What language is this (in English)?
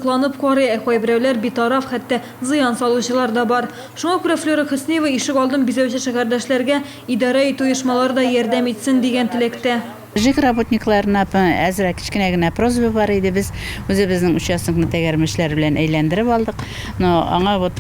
Tatar